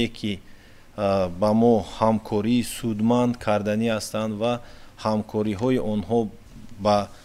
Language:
Tajik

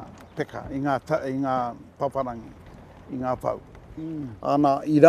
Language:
Māori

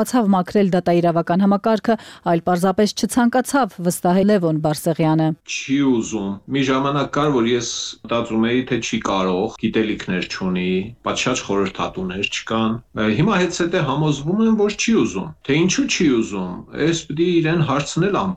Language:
Armenian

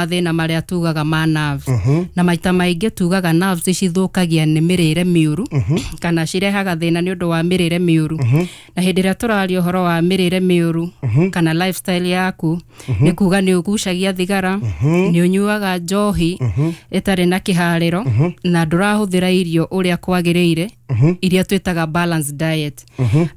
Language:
Kikuyu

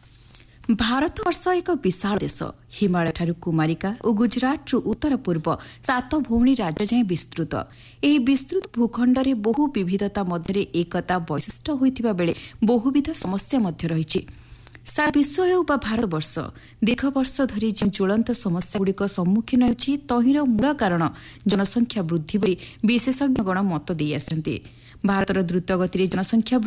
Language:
Odia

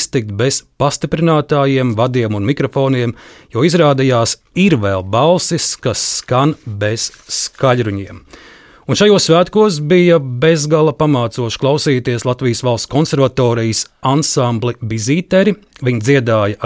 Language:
Latvian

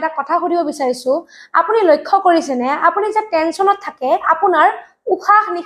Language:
Assamese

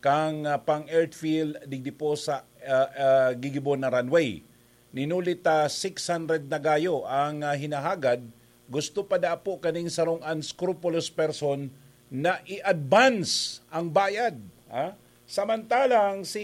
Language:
Bikol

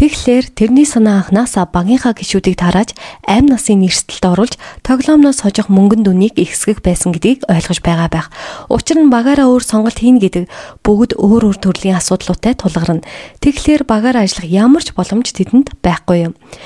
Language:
Mongolian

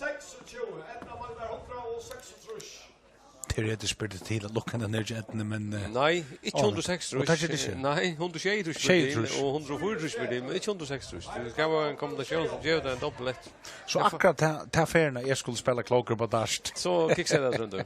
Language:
Faroese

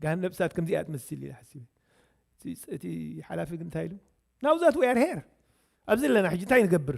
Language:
Tigrinya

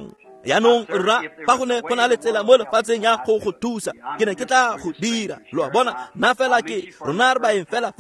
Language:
Tswana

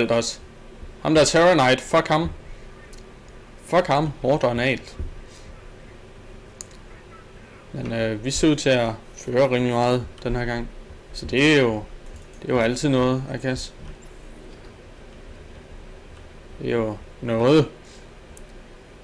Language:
Danish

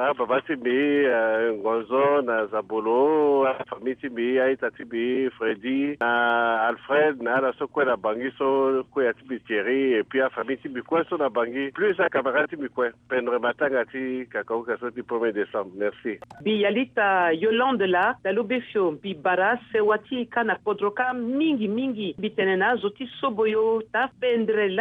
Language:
Sango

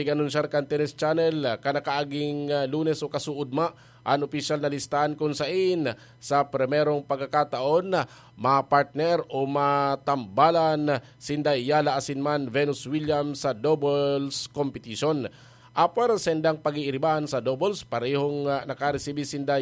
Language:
Bikol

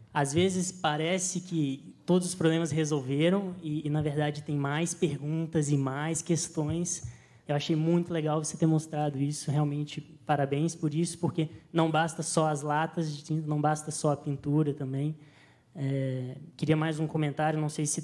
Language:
Portuguese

